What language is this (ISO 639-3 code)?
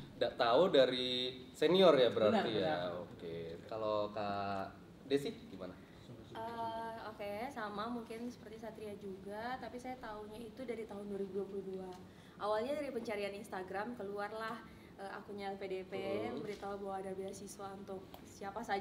ind